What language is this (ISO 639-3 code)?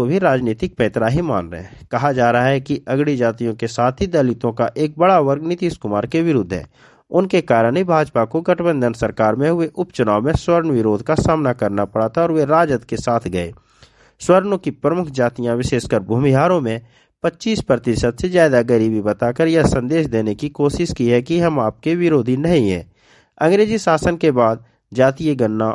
hin